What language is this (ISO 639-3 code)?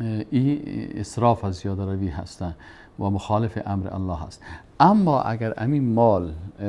fas